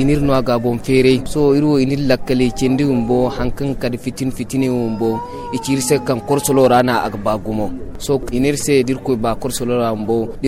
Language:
Zarma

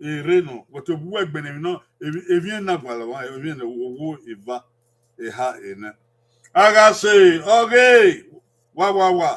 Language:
Bini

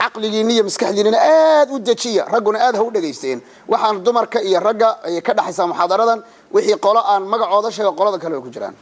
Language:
Somali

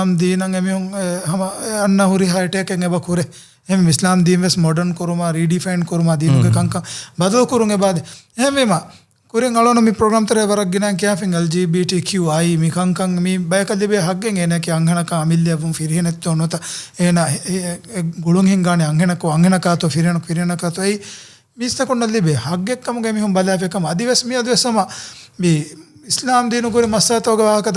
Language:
Divehi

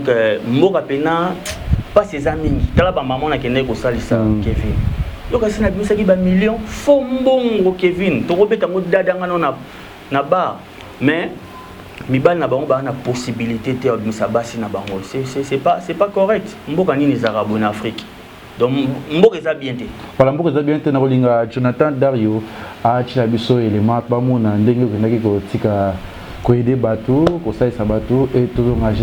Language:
Lingala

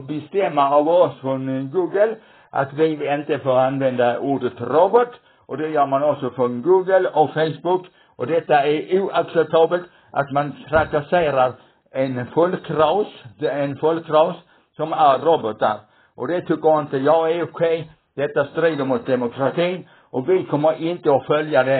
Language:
Swedish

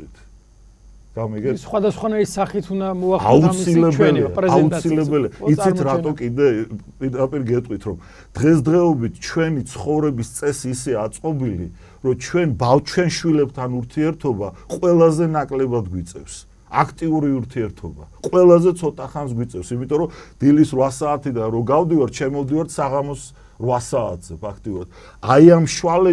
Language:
Georgian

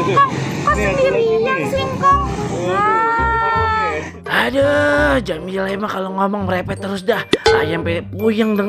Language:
Betawi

